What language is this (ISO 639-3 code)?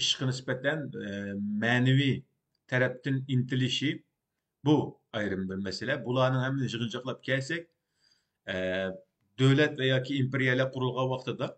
uig